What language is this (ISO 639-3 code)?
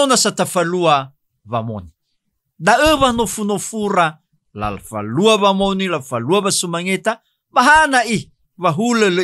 nia